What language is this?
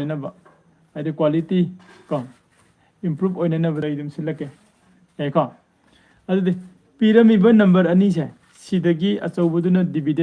Manipuri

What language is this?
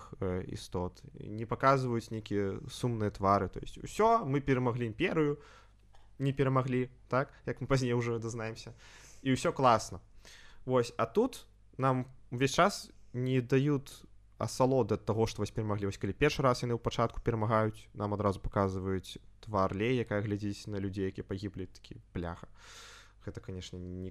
Belarusian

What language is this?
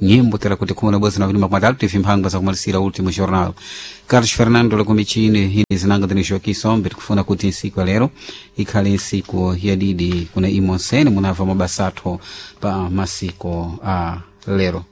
Sena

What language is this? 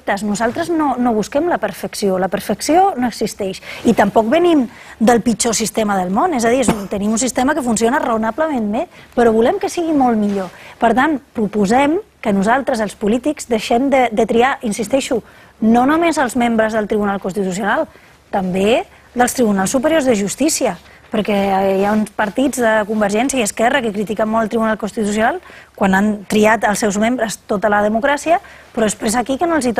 Catalan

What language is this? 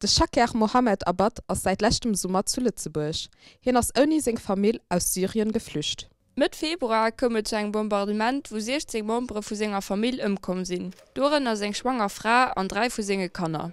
Luxembourgish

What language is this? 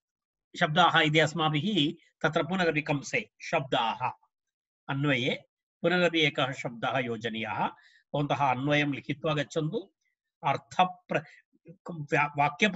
Sanskrit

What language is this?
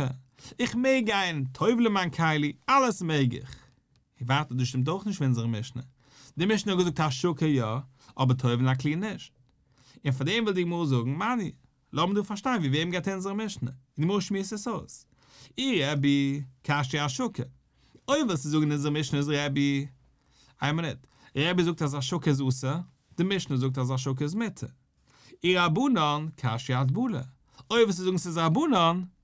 Yiddish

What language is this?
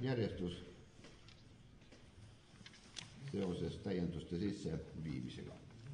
Estonian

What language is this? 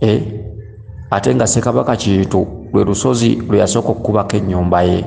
Ganda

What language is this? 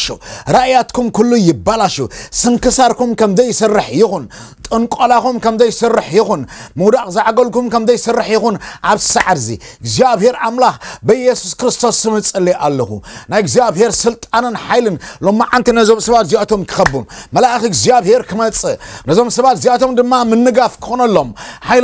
Tigrinya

